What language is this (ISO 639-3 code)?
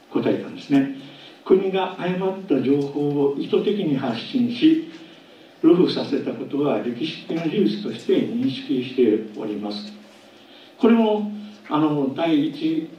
jpn